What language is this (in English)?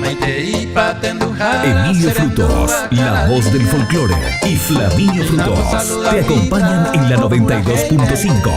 Guarani